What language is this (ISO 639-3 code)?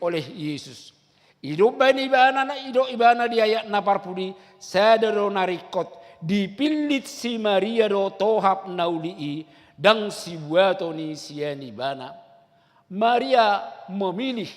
bbc